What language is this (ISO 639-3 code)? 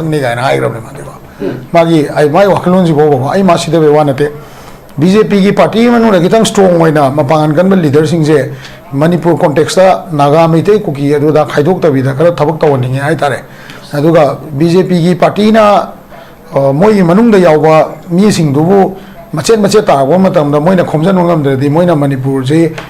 mni